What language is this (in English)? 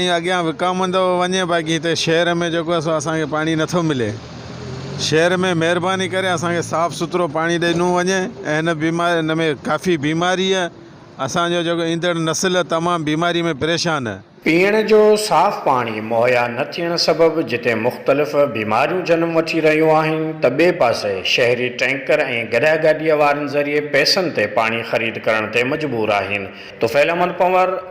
Sindhi